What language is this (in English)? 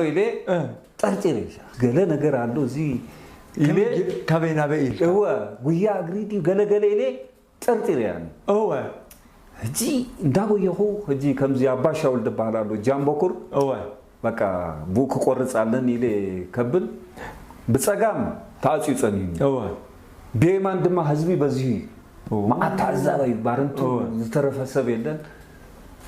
Tigrinya